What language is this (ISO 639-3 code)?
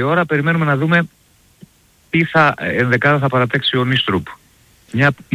ell